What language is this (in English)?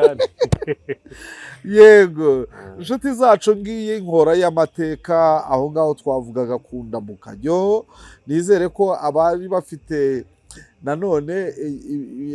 Kinyarwanda